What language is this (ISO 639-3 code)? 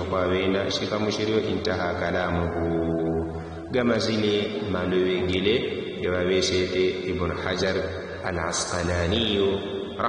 yao